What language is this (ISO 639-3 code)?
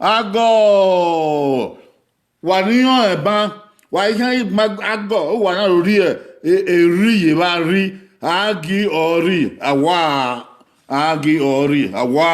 bin